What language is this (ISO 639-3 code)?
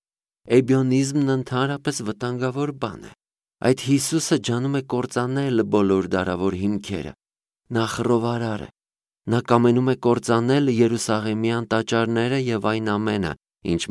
hye